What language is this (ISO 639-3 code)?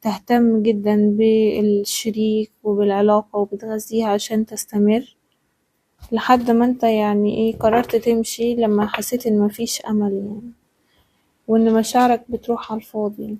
arz